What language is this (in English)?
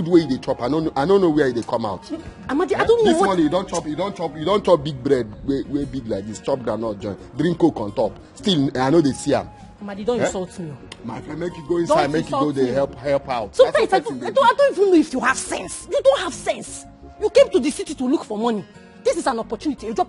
Nigerian Pidgin